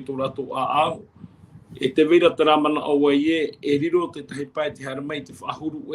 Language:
Tahitian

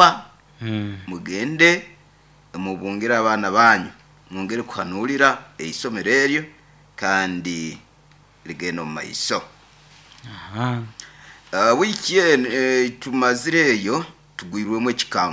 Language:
Nyoro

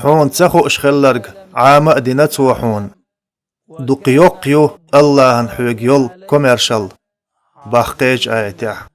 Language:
Chechen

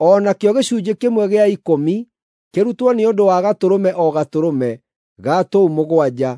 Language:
Kikuyu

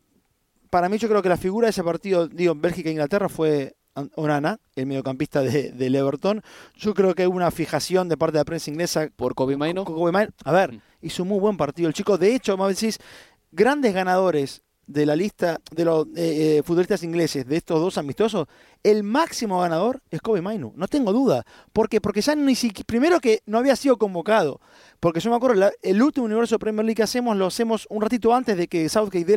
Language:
Spanish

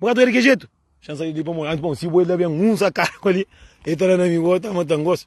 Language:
Kabuverdianu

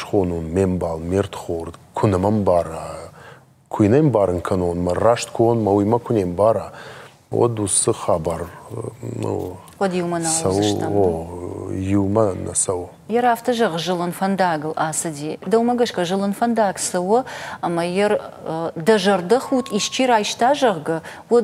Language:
Ossetic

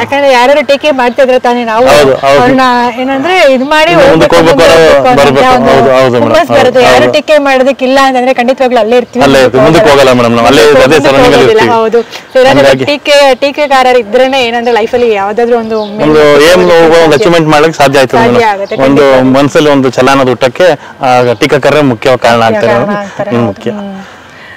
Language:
Kannada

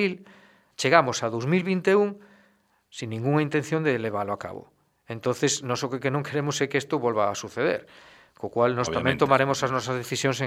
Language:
Galician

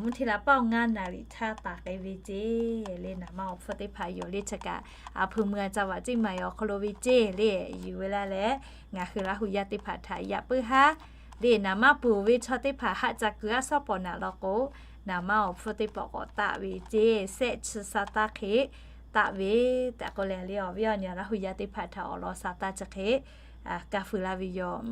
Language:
Lahu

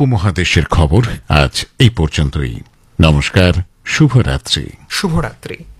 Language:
Bangla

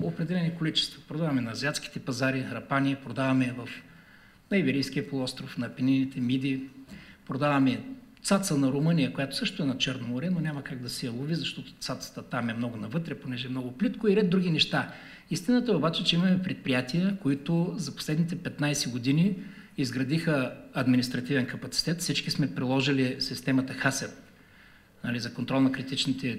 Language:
Bulgarian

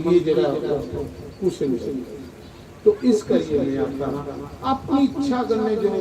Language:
Dogri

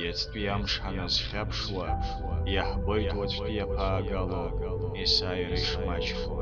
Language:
Abkhazian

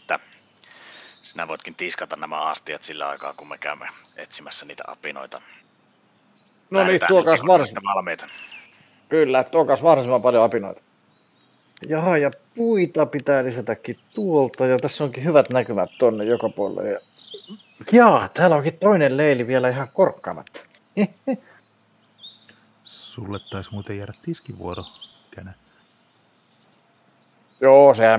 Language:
Finnish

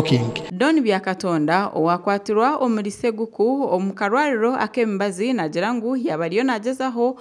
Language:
Nyankole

